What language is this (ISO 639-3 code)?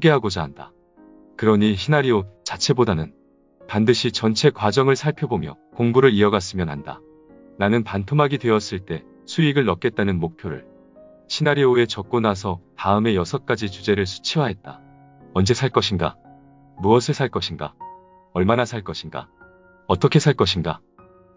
kor